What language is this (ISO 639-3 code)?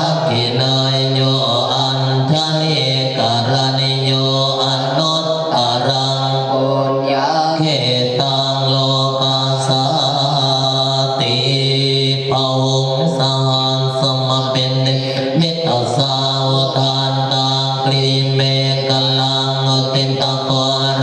pli